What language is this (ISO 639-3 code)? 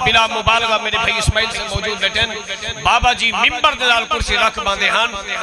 skr